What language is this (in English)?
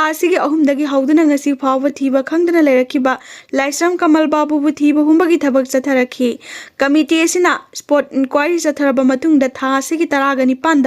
Manipuri